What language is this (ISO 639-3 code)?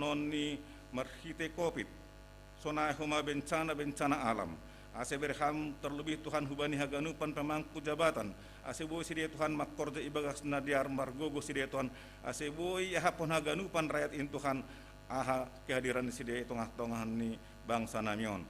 bts